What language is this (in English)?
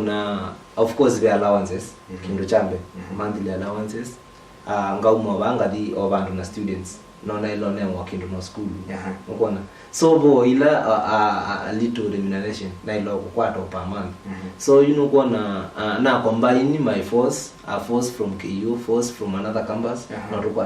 Kamba